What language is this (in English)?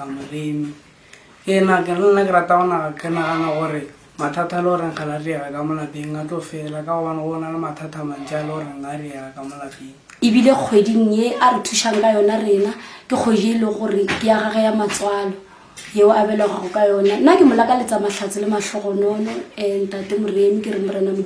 Northern Sotho